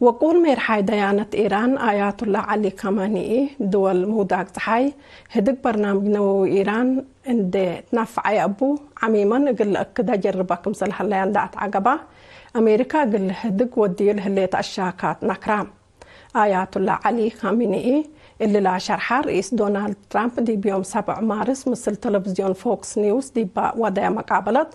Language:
Tigre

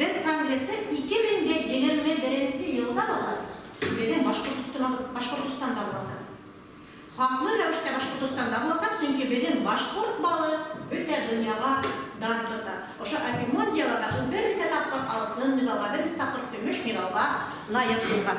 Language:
Bashkir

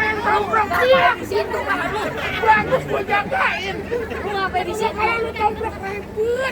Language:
Betawi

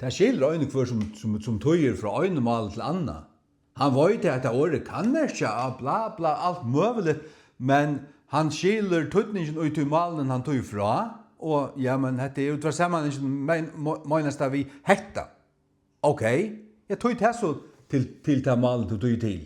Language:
Faroese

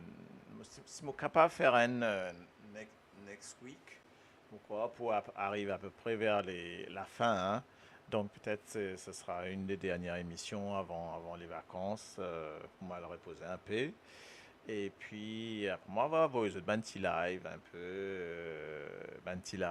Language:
Morisyen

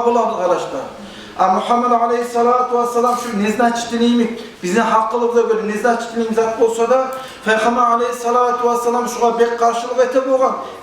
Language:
Kumyk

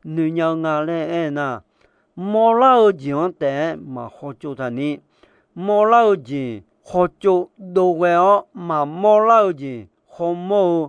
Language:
Akha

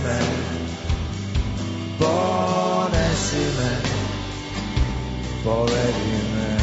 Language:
Serbian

